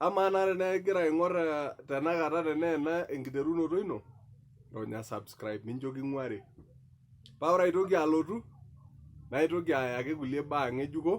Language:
Masai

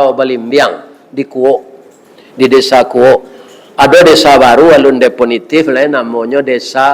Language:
Minangkabau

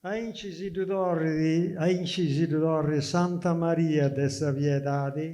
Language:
Sardinian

